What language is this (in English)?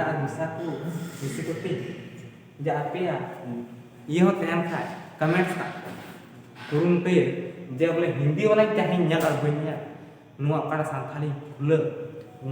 Santali